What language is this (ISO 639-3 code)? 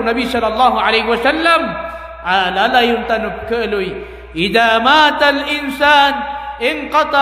mrw